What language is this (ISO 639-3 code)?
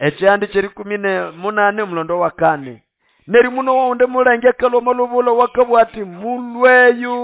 nnb